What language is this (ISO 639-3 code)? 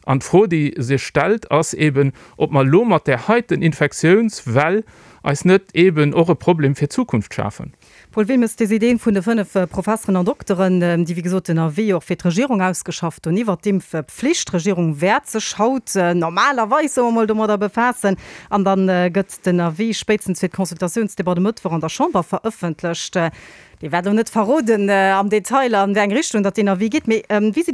ltz